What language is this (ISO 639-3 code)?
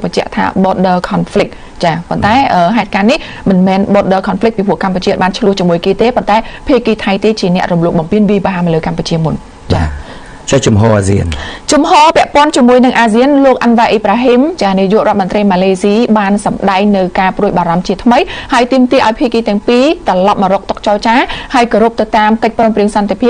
khm